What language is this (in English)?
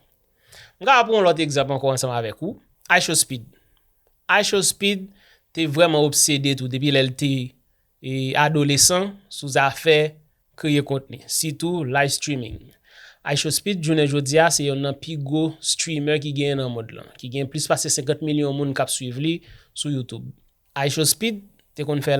Haitian Creole